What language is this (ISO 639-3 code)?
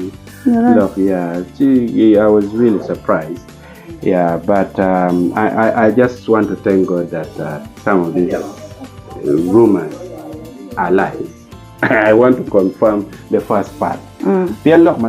ach